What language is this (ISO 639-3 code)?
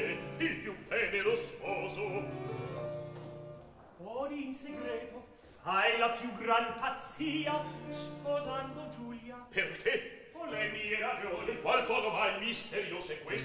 ita